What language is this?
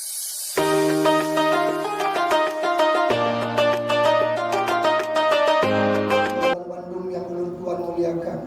Achinese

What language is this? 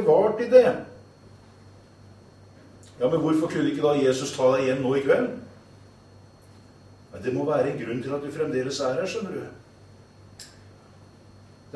Norwegian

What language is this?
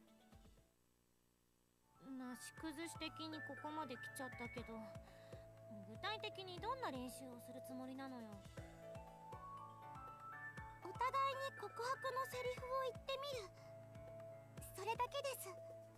Japanese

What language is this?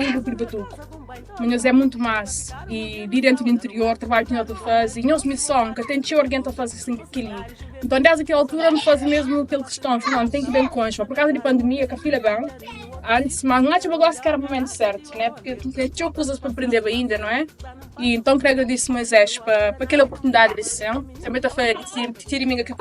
Kabuverdianu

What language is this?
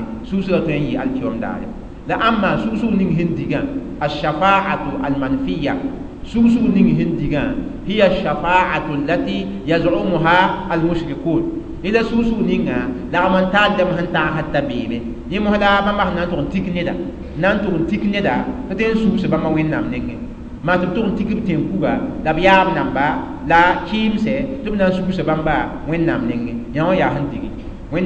Mossi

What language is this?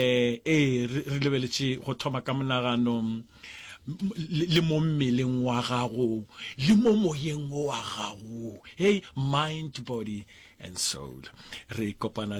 Northern Sotho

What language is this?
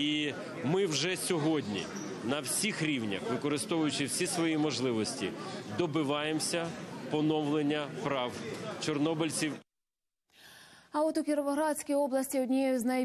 Ukrainian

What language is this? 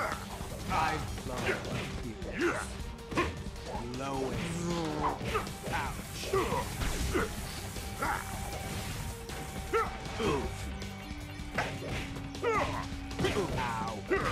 English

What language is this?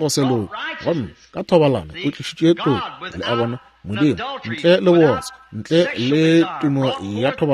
Northern Sotho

